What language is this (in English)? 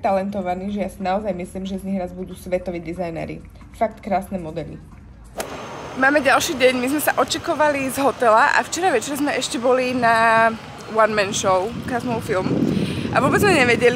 Slovak